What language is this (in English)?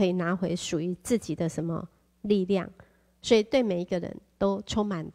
Chinese